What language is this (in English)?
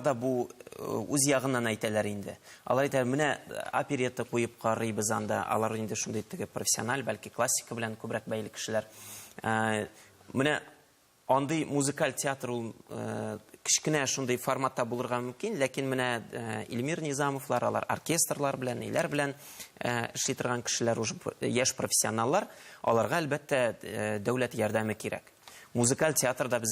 Tatar